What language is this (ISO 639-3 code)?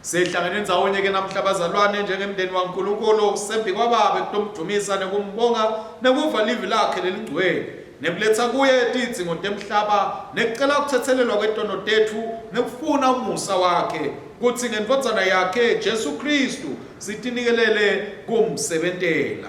ssw